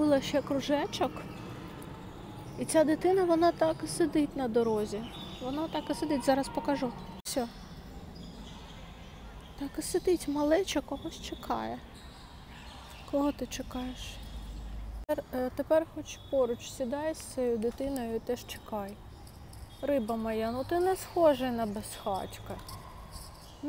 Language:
Ukrainian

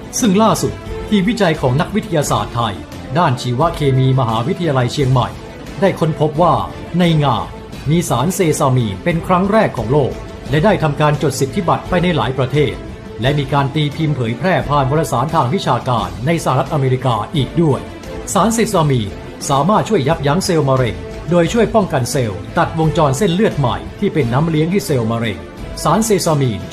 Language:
Lao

